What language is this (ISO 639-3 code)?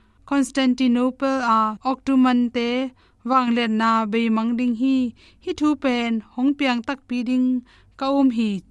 ctd